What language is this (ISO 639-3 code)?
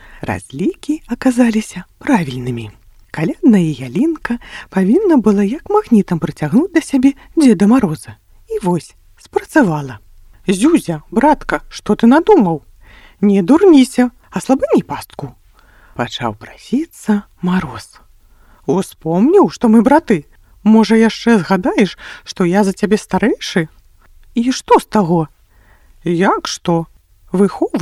bel